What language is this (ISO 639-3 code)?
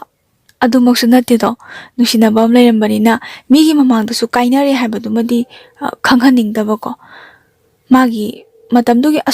mni